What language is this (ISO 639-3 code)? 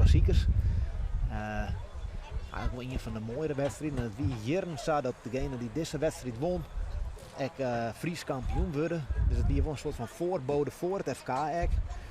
fry